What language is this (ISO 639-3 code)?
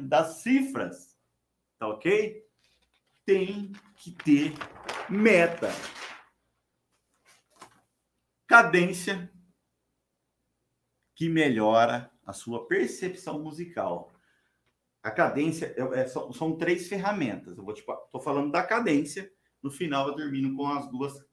por